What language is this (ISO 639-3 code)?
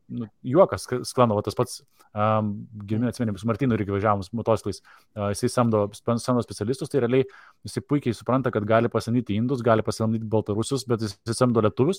lit